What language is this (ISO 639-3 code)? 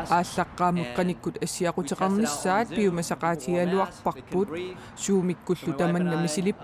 kal